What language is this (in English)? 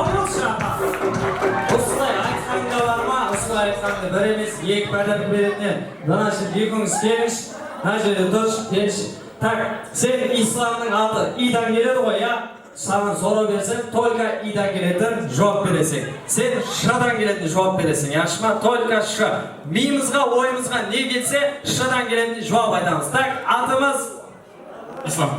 Kara-Kalpak